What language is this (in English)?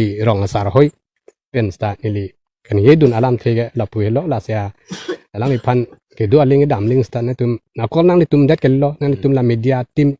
Karbi